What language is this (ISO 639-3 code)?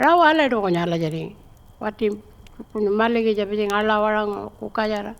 pjt